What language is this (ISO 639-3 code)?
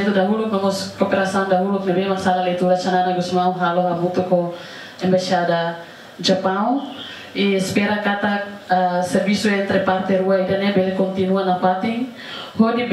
tet